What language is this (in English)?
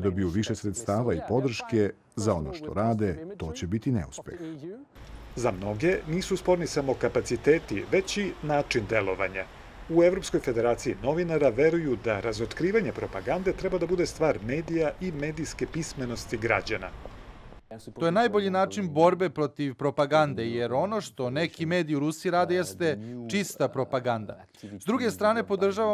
Serbian